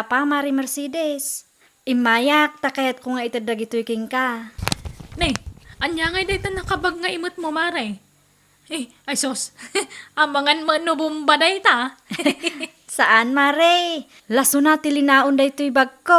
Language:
Iloko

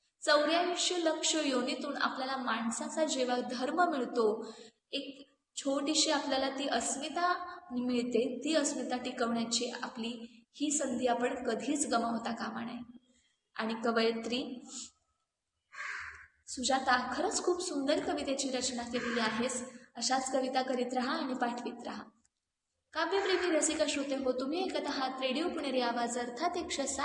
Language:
Marathi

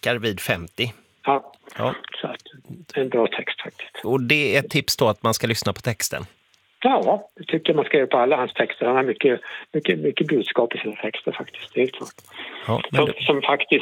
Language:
Swedish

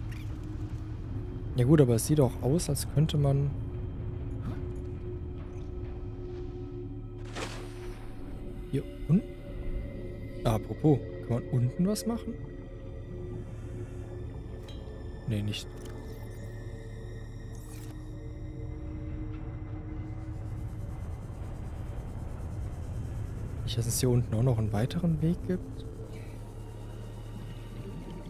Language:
German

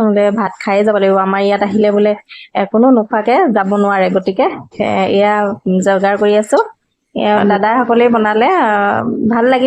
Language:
Assamese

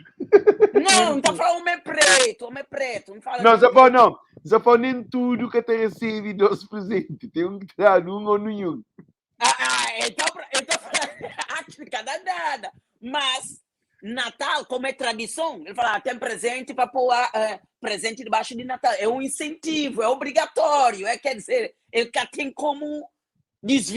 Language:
Kabuverdianu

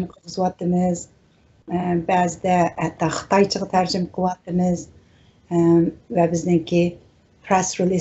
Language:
Uyghur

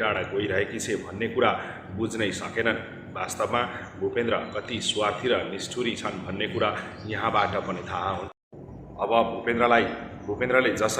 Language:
Nepali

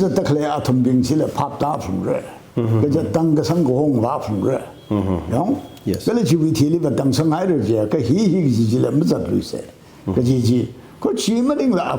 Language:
Tangkhul Naga (India)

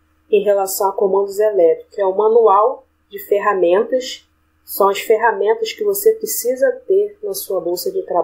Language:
Portuguese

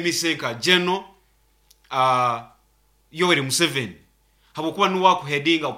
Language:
Nyoro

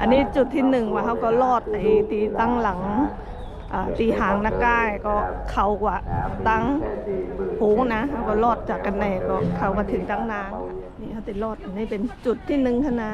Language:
Shan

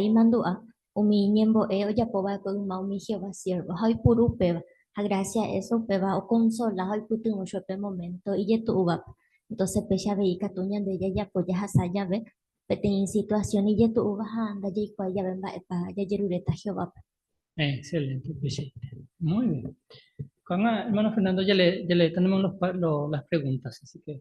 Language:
Guarani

